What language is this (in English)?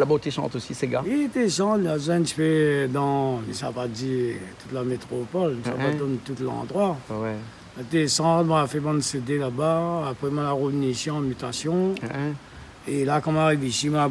Réunion Creole French